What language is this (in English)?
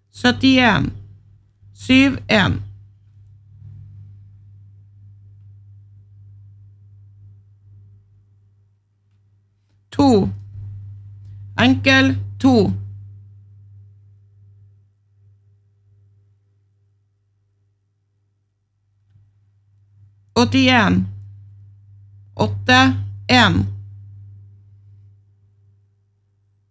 Norwegian